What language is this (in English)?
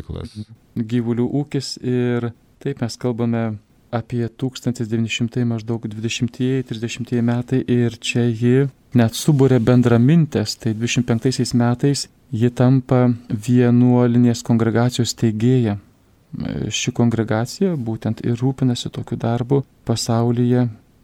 Lithuanian